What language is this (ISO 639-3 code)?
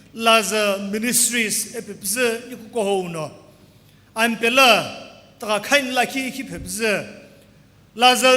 nsm